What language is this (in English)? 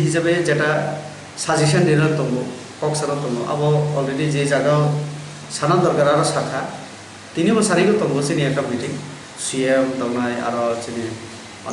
Kok Borok